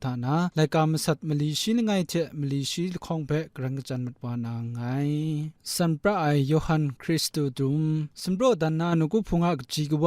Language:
Kachin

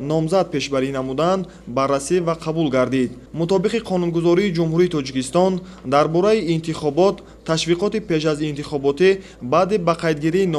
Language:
Tajik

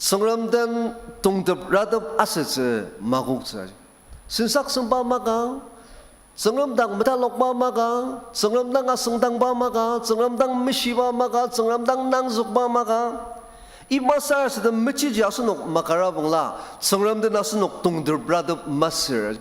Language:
Ao Naga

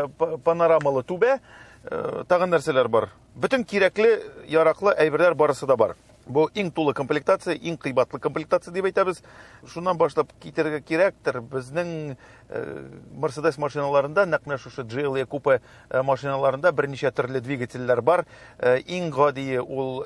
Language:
Tatar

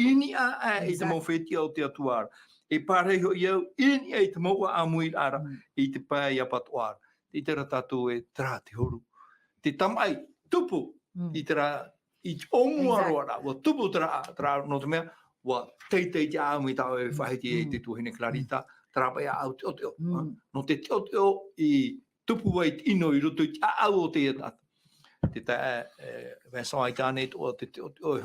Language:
Tahitian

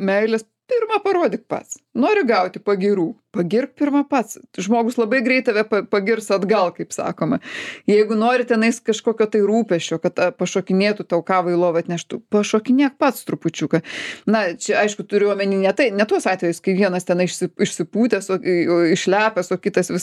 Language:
Lithuanian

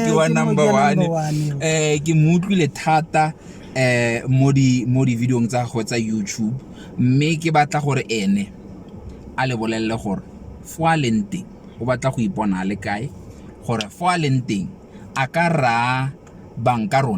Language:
Tswana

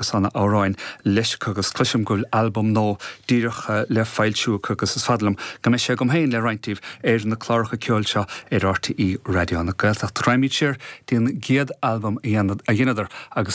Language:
Irish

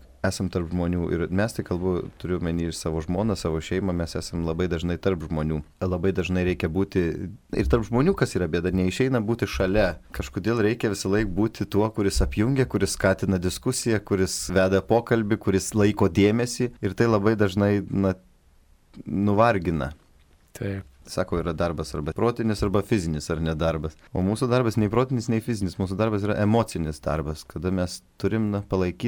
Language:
Lithuanian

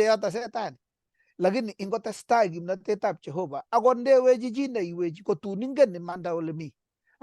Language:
Kalenjin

